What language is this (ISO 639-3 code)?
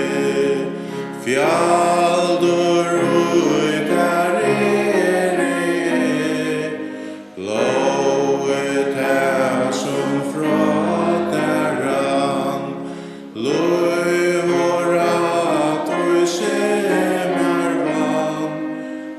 fao